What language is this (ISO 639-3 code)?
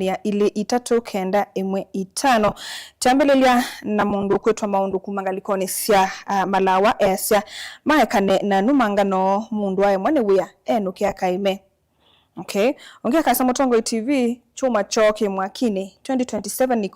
kam